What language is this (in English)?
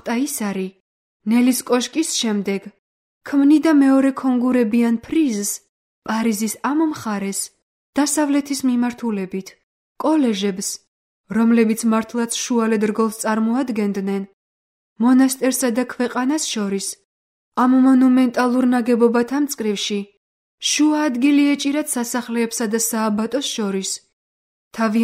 Georgian